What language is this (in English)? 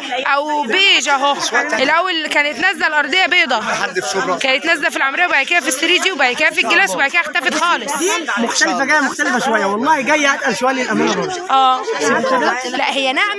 Egyptian Arabic